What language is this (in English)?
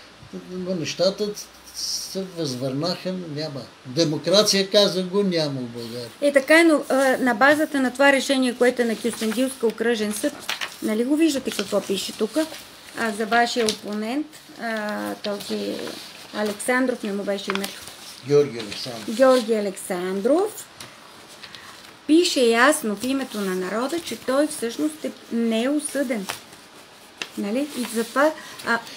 Bulgarian